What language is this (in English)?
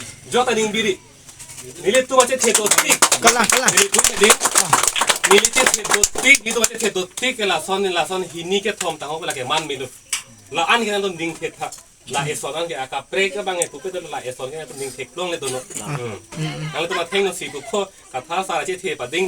Karbi